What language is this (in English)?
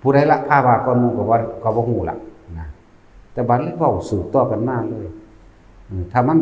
Northeastern Thai